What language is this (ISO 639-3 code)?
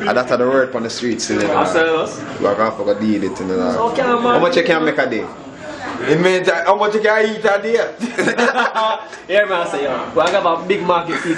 jam